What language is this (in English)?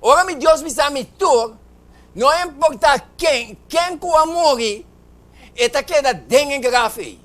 Papiamento